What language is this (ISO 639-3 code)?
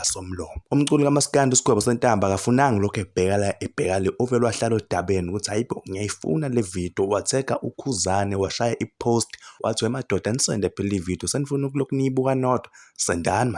zul